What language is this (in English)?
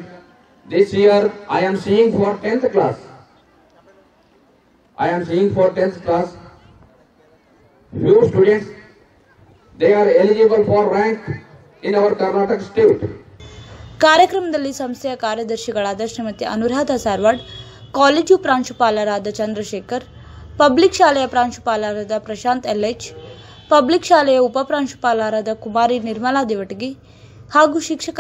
Kannada